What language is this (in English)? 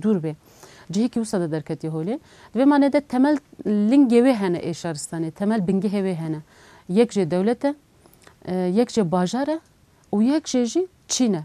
Kurdish